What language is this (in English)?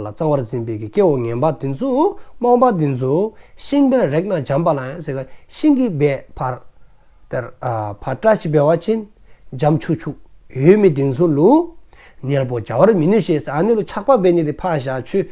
Dzongkha